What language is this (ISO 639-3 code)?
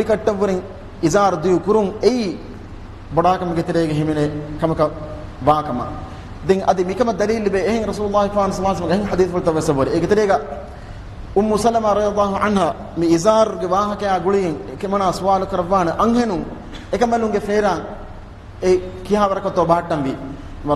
div